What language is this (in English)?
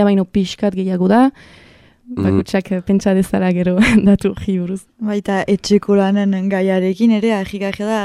Basque